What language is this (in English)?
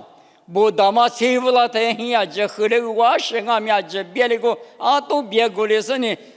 Lisu